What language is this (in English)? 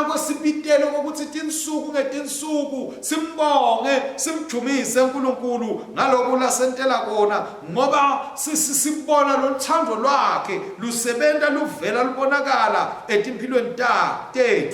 Swati